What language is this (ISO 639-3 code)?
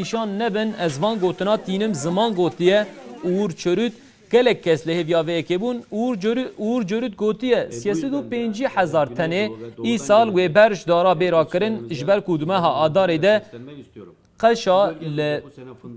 kur